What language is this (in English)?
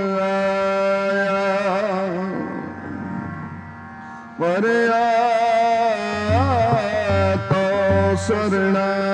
Punjabi